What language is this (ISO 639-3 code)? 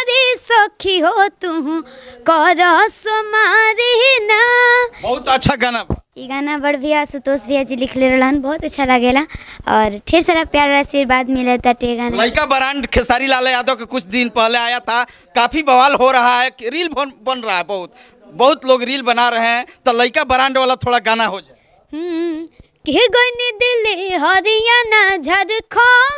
bho